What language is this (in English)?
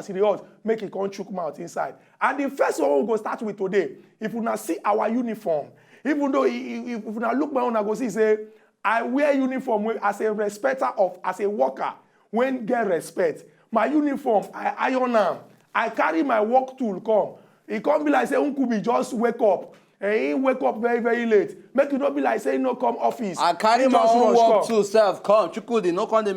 Nigerian Pidgin